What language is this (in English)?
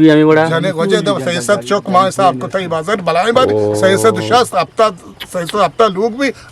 Eastern Balochi